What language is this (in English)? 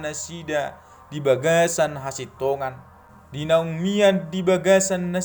Batak Toba